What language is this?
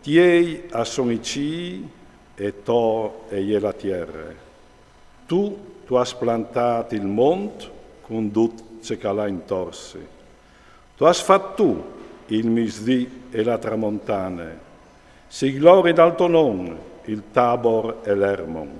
Friulian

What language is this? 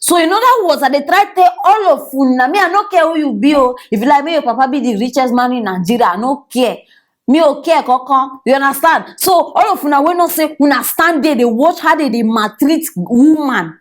Nigerian Pidgin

